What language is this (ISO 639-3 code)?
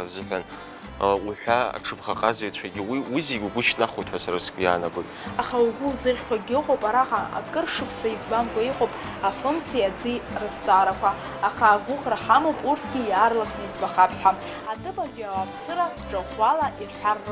abk